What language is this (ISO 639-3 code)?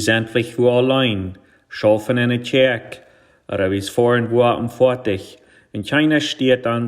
pdt